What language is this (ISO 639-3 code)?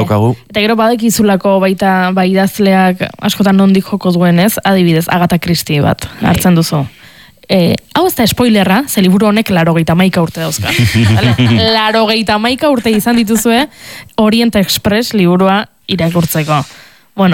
eus